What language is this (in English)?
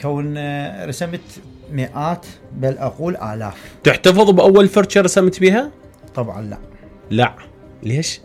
Mesopotamian Arabic